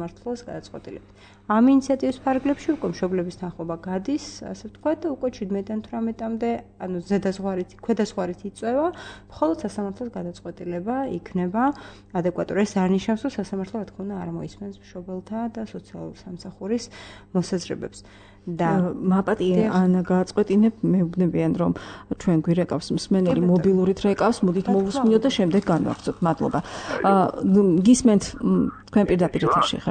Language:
Georgian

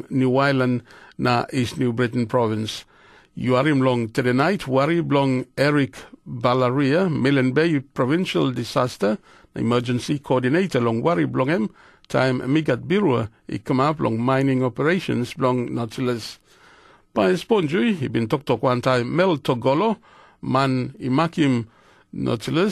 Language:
Tok Pisin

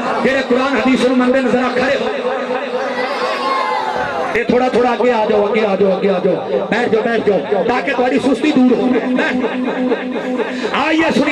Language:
Urdu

